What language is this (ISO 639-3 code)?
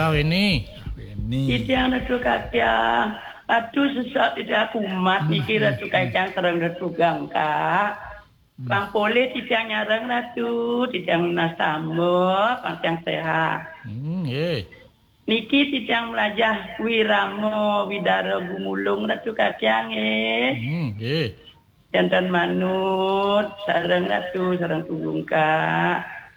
ban